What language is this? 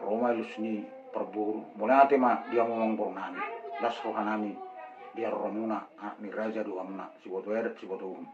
Batak Toba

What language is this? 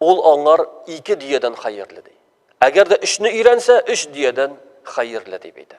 Tatar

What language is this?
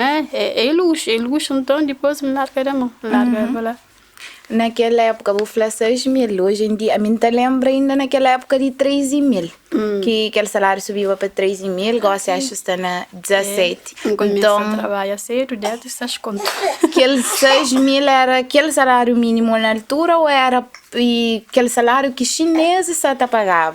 Kabuverdianu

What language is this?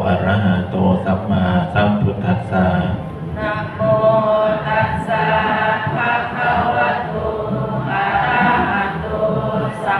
Pali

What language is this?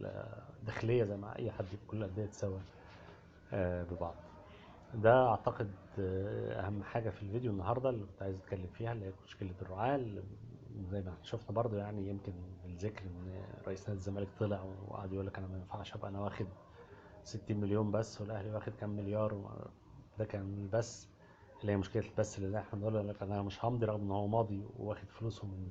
Egyptian Arabic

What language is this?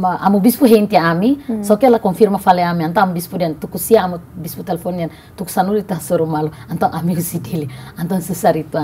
Tetum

